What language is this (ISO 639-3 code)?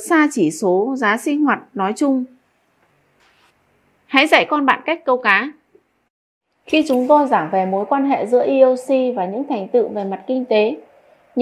vie